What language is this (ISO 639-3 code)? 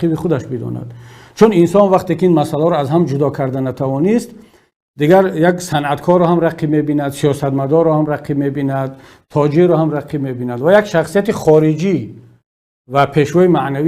tgk